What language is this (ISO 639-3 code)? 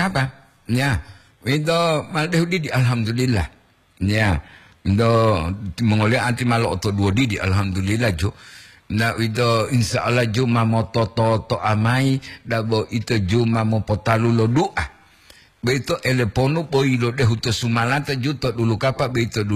gor